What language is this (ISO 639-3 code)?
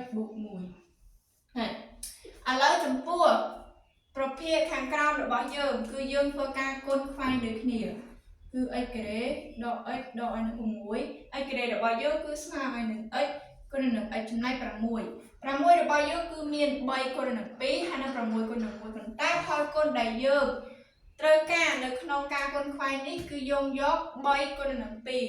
khm